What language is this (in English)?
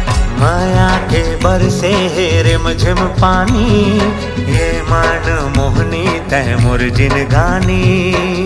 Chhattisgarhi